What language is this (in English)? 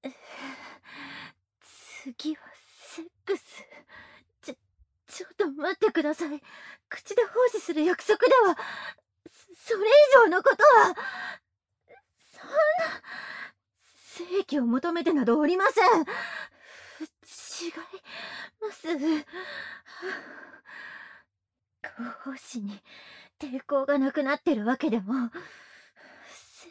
Japanese